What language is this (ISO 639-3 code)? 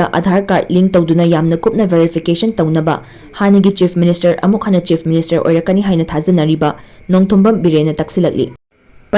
mni